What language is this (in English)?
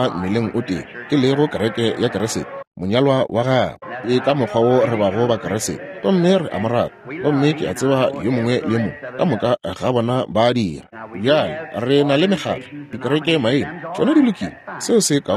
Northern Sotho